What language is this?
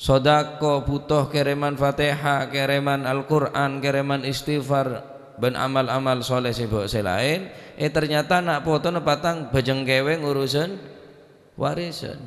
Madurese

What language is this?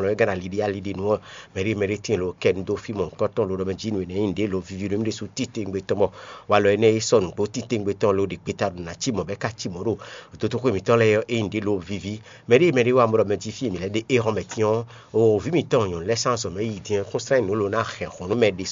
Fon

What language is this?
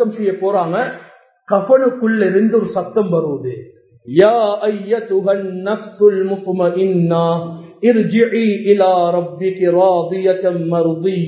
Tamil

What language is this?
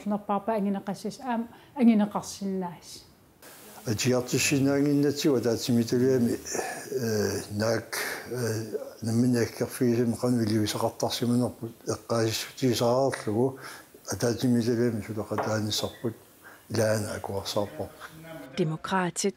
Kalaallisut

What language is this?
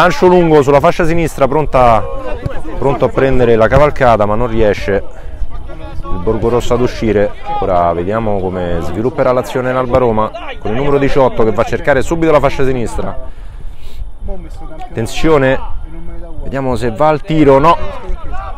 Italian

